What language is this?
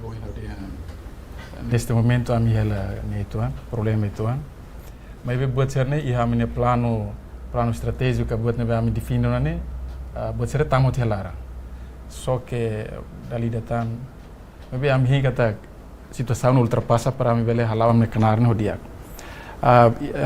Tetum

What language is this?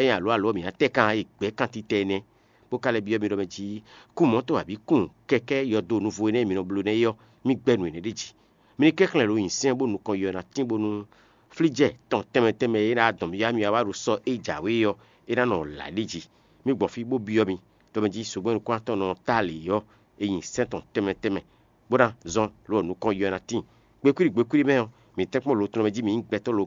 Fon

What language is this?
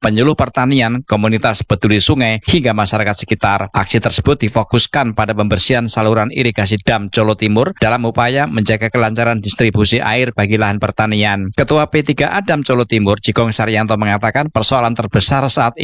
Indonesian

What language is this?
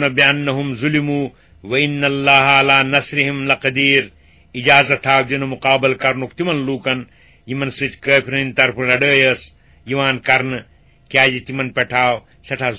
Kashmiri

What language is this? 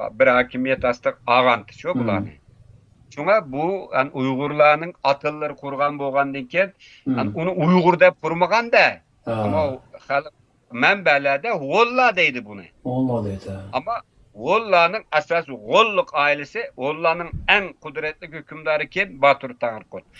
Uyghur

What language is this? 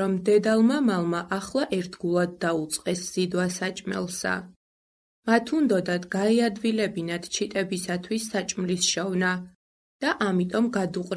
Georgian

